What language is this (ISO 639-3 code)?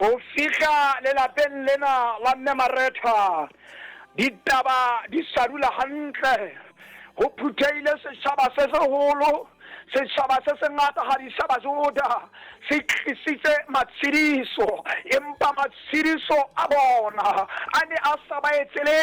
sot